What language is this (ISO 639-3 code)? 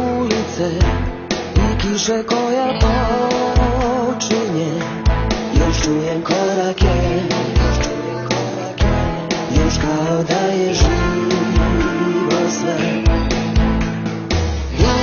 srp